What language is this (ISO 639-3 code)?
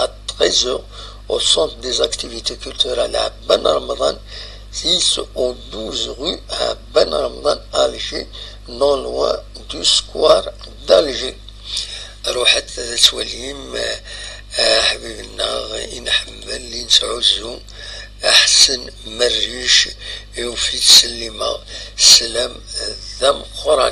kab